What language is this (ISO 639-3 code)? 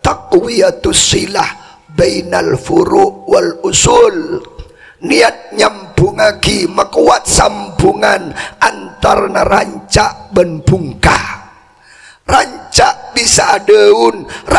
mad